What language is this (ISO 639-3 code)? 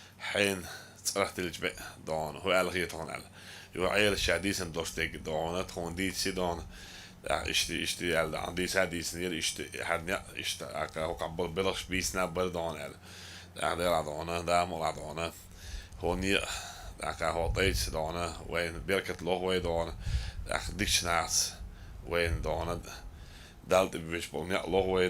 che